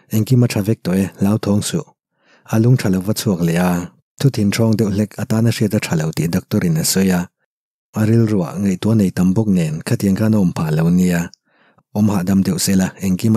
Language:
Mizo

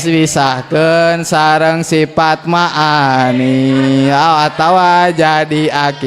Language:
Sundanese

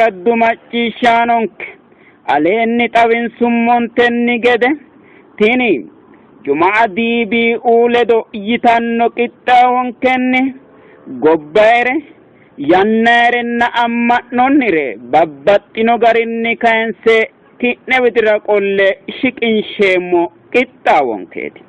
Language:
Sidamo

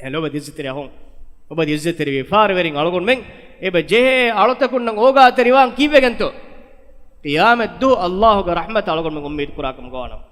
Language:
Divehi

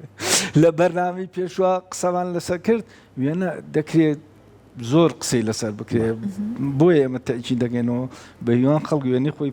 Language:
Central Kurdish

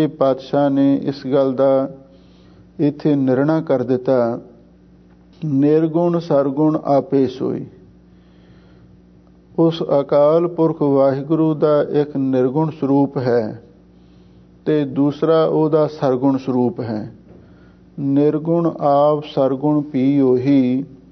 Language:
Punjabi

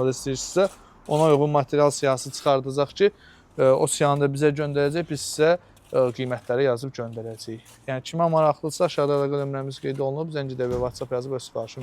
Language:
Azerbaijani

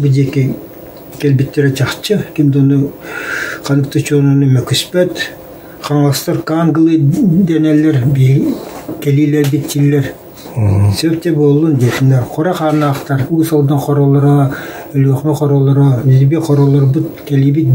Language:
Yakut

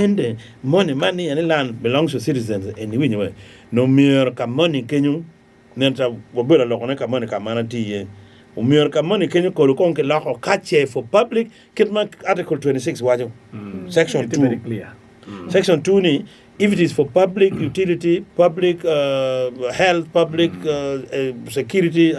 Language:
Acoli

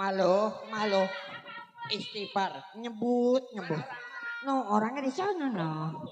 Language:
Betawi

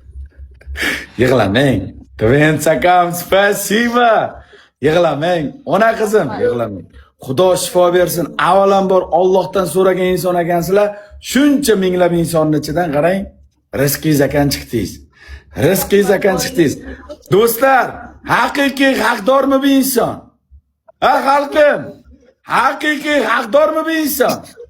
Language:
Uzbek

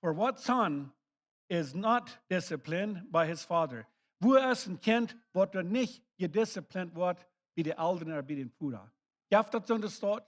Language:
Plautdietsch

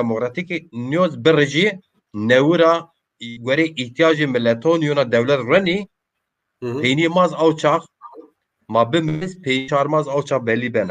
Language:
Zaza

